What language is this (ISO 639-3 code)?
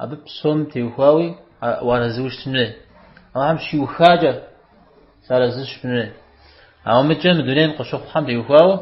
kbd